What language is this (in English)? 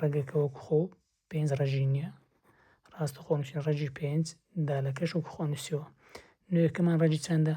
Central Kurdish